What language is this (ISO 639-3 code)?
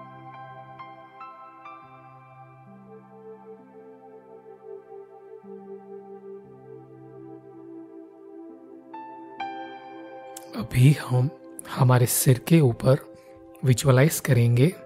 hin